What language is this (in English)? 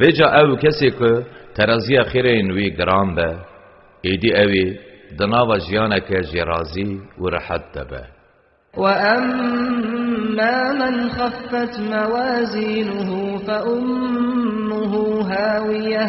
Kurdish